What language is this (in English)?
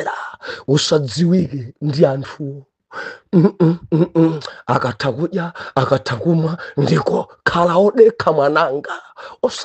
Nyanja